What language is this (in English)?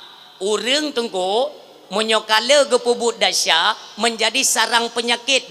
Achinese